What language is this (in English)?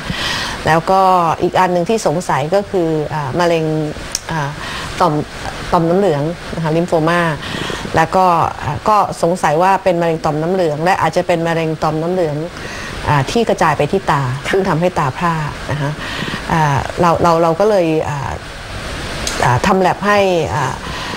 Thai